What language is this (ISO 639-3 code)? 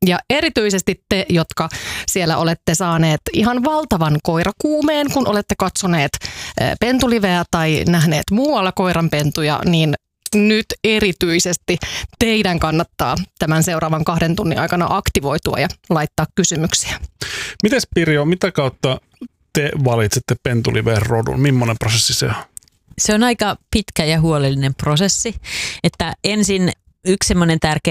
fin